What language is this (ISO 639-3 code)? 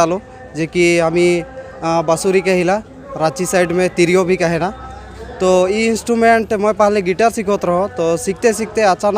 sck